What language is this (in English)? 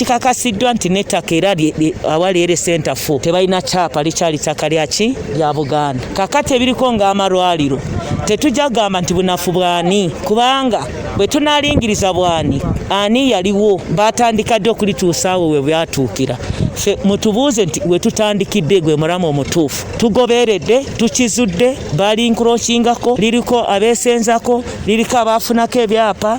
Ganda